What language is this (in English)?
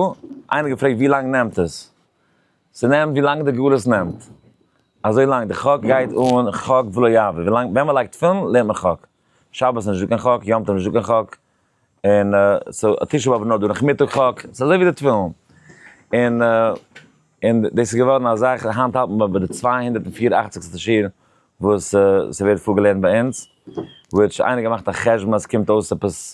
Yiddish